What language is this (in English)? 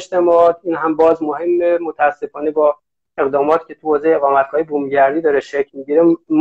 Persian